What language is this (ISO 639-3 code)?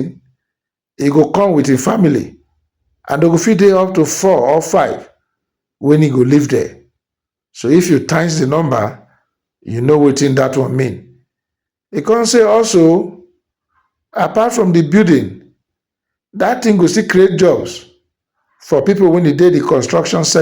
pcm